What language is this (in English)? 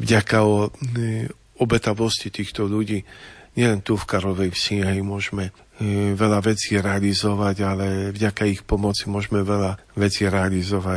Slovak